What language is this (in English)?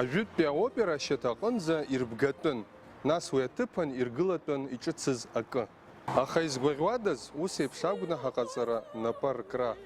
Abkhazian